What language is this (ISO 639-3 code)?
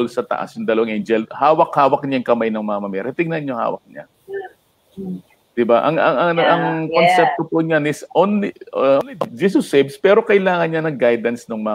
fil